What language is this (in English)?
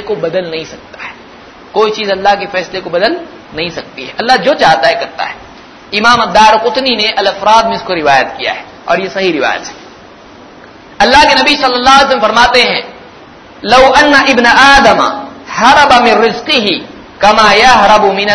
Urdu